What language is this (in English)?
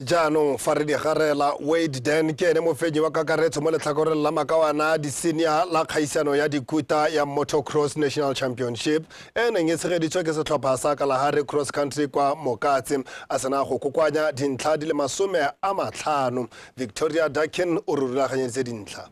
Tswana